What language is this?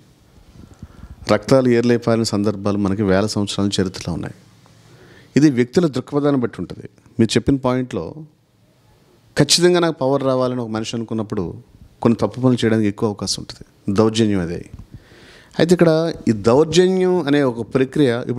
Telugu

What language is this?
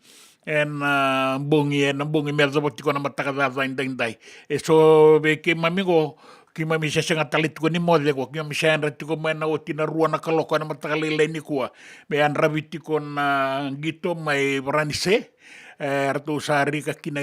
Fijian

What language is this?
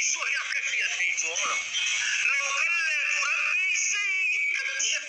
Mizo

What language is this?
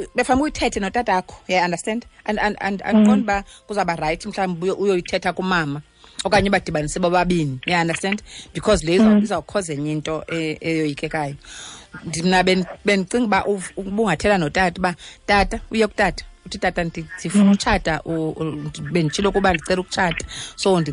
Xhosa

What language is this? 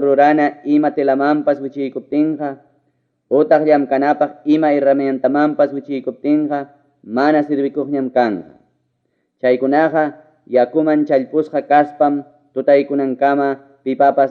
Ayacucho Quechua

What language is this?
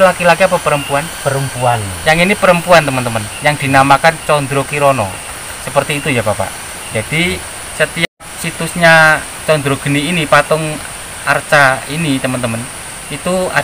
Indonesian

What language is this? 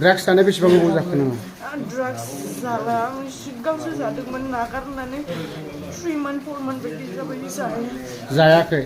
Bodo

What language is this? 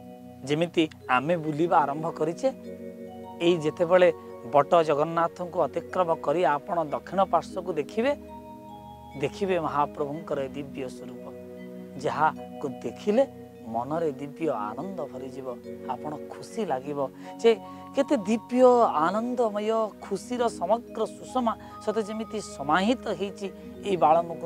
Odia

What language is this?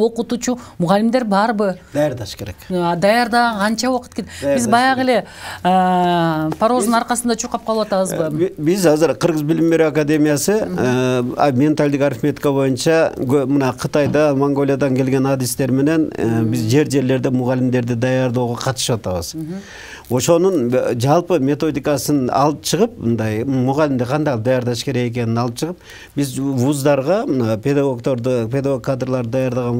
Kyrgyz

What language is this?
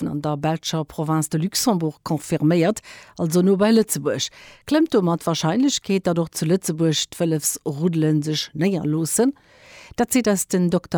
Luxembourgish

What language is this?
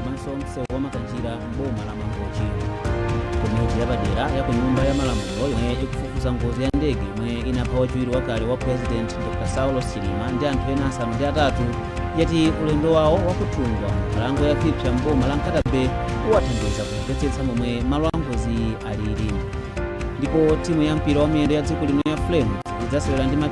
Nyanja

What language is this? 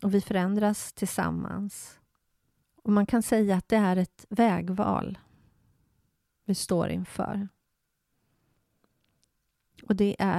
Swedish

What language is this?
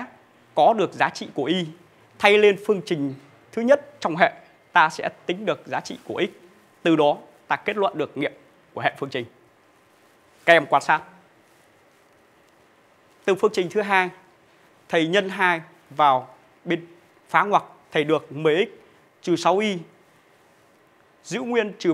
Vietnamese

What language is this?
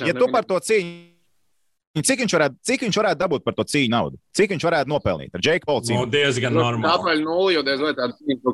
Latvian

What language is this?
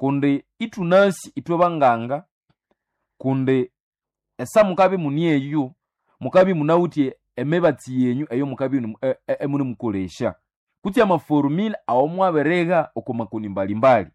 Nande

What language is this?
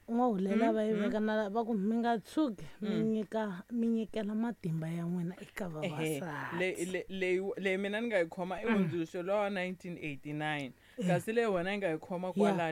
Tsonga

